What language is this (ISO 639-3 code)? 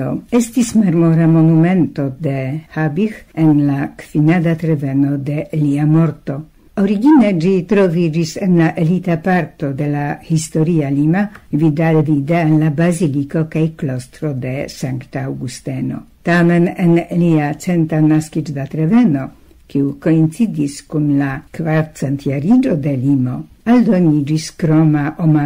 epo